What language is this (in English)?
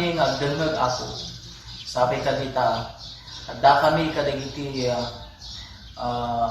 Iloko